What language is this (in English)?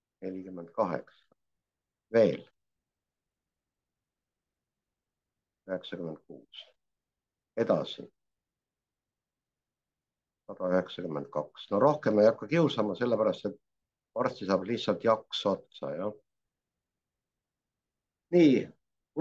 Estonian